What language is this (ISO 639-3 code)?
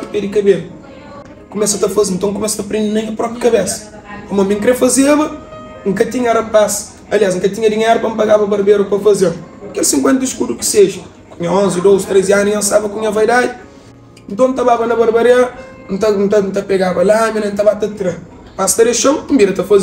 kea